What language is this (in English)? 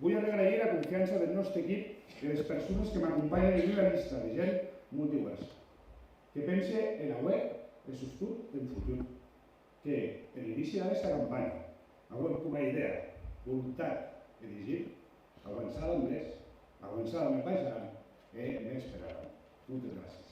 Occitan